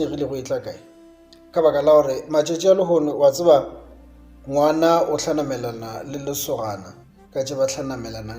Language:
Northern Sotho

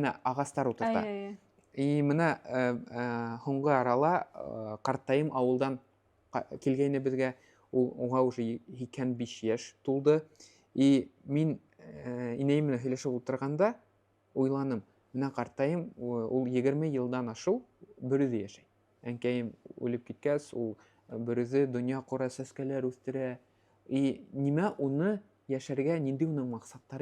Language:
Bashkir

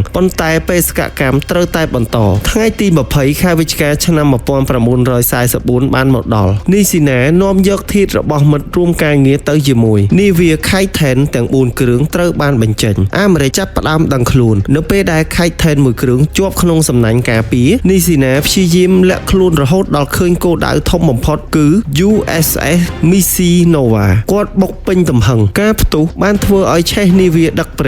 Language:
Khmer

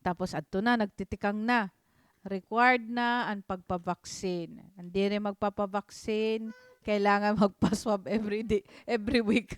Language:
Waray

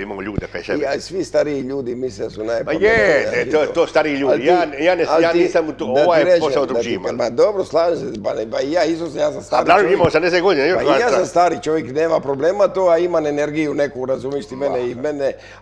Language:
Croatian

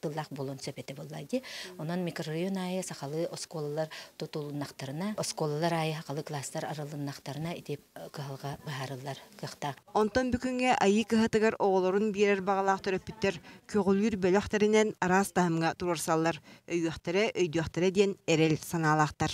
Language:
Yakut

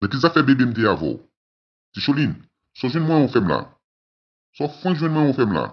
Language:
Haitian Creole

